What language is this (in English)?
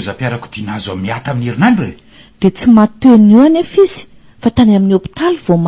Malagasy